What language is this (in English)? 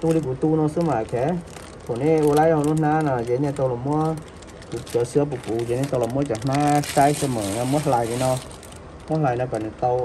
Hmong